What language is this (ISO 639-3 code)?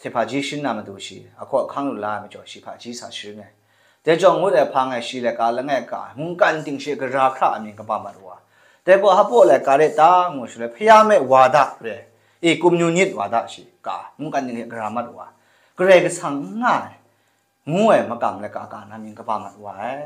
kac